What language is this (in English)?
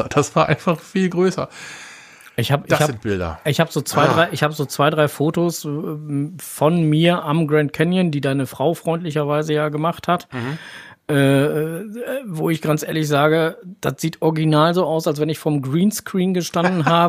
German